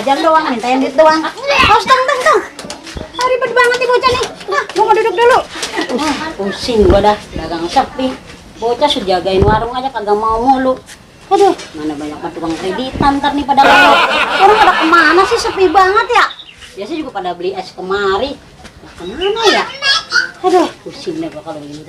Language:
Betawi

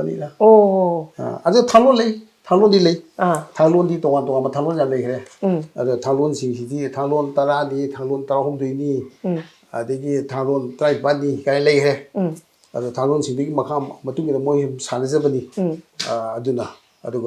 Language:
Manipuri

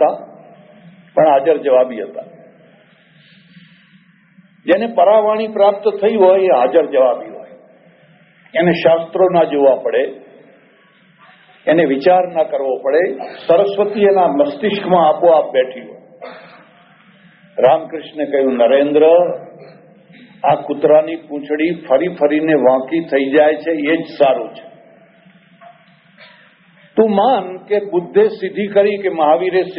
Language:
Gujarati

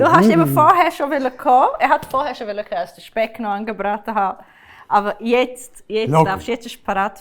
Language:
Swiss German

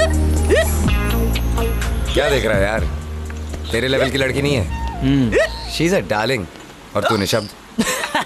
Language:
Hindi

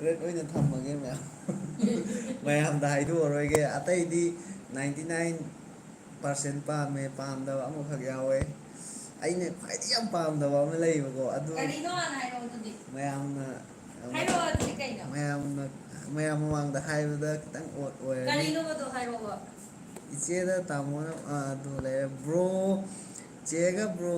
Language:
Manipuri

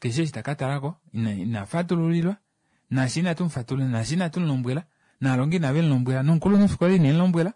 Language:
Kuanyama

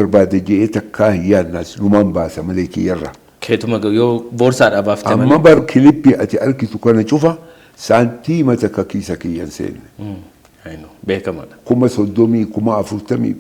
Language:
Oromo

